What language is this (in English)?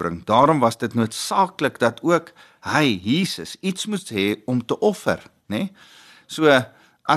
Afrikaans